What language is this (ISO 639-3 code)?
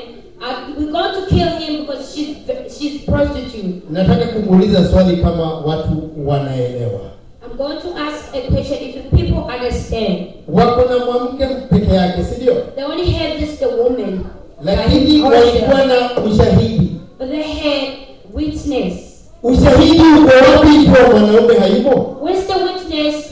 swa